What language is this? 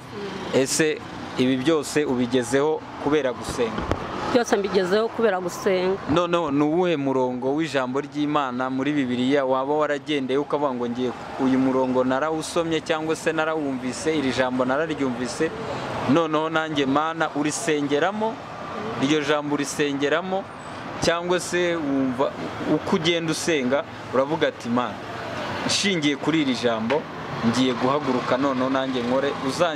Kinyarwanda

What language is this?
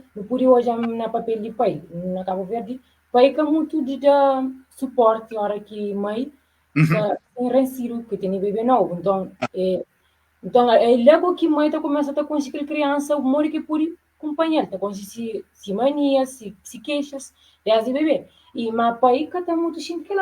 Kabuverdianu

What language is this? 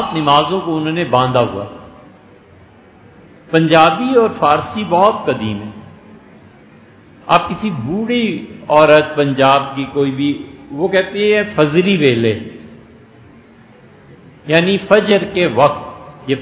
Urdu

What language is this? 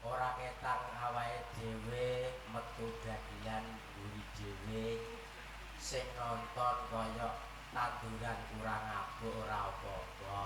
Javanese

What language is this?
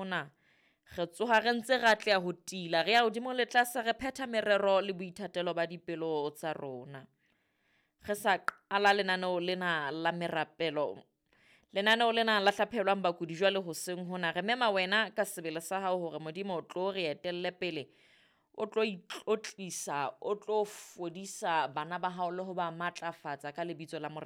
Southern Sotho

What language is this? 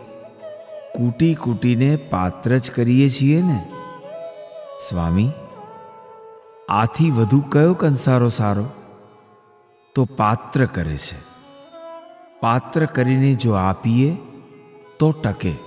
Gujarati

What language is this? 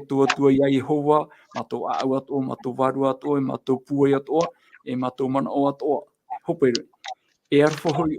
Tahitian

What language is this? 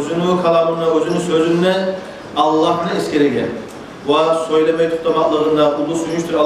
Kumyk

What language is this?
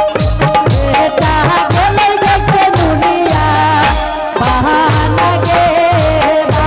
Angika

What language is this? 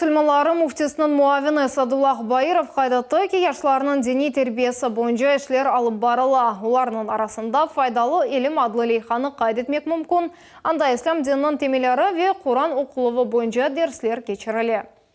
Crimean Tatar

